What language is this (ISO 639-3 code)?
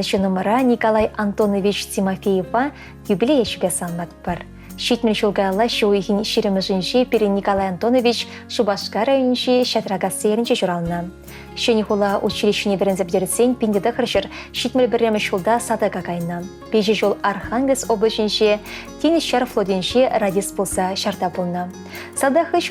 chv